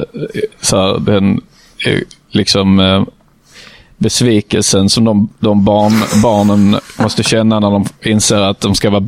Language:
Swedish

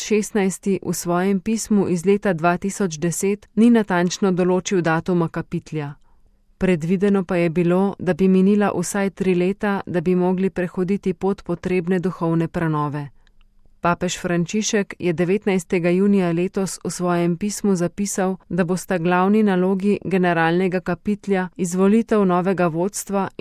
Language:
Slovenian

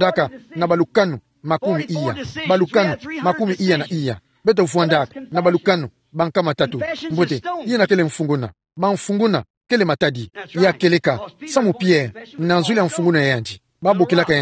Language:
Kituba (Democratic Republic of Congo)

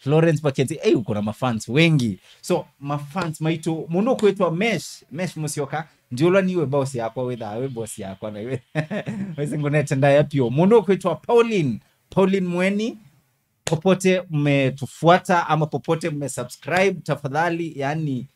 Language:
Kamba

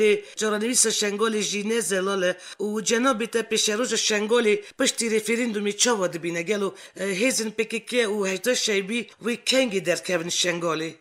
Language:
Kurdish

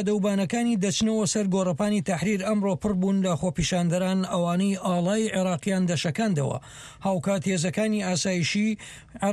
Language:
Central Kurdish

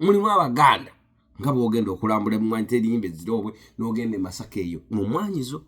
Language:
Ganda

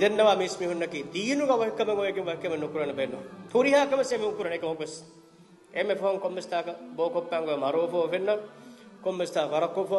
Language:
Divehi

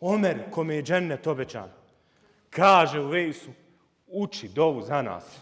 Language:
Bosnian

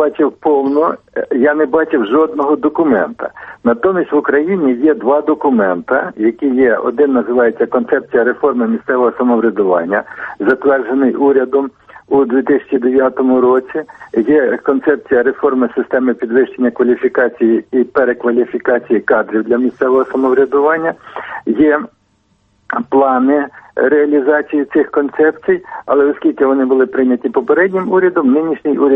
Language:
Ukrainian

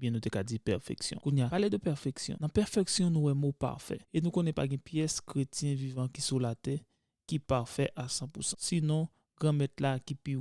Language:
Haitian Creole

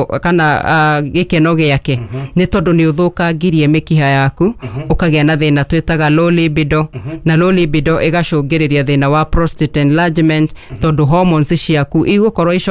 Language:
Kikuyu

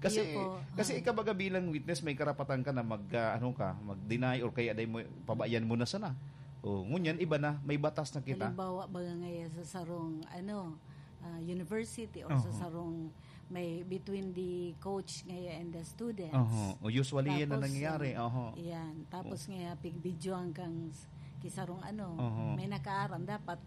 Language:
Bikol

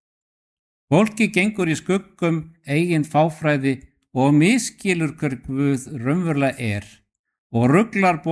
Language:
Icelandic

